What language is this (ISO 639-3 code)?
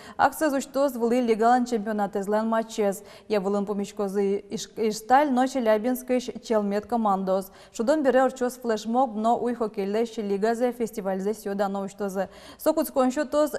udm